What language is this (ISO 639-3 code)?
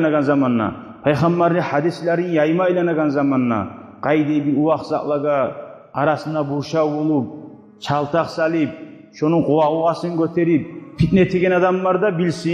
kum